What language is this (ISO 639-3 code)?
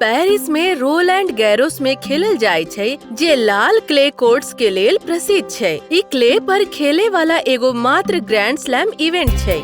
mai